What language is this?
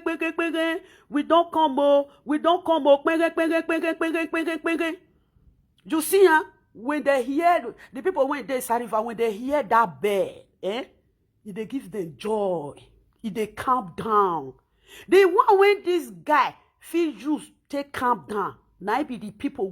Nigerian Pidgin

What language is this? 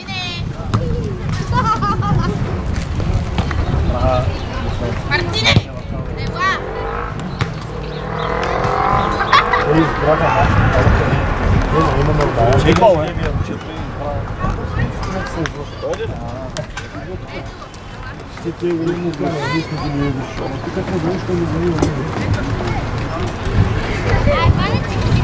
Bulgarian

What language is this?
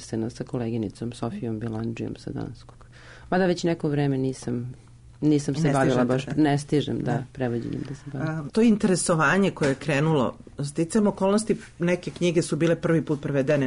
Serbian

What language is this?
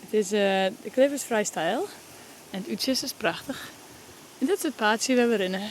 Western Frisian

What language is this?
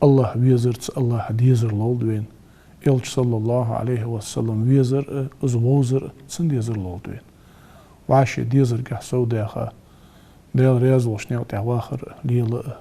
Ingush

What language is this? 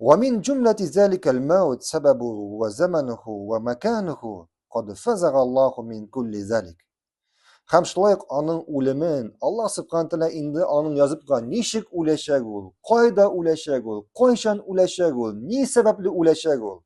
Tatar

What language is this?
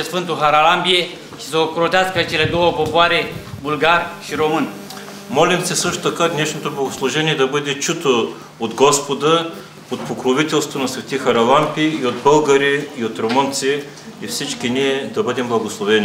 Bulgarian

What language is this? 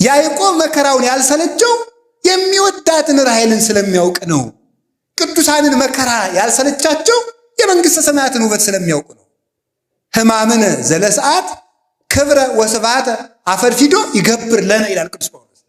Amharic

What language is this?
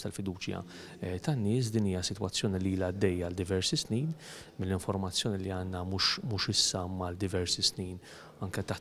Maltese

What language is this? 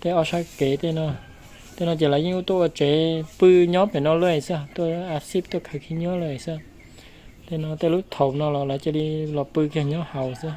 Hmong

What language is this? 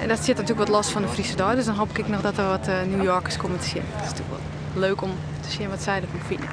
Western Frisian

